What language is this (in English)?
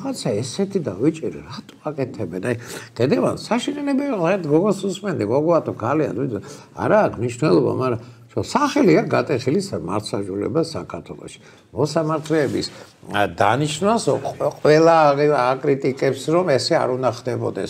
Georgian